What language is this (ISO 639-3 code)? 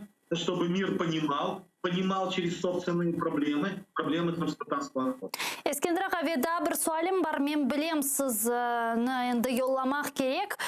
crh